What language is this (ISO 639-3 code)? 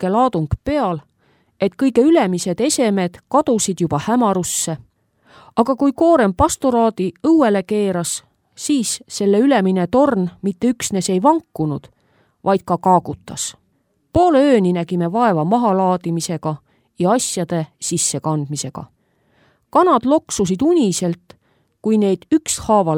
est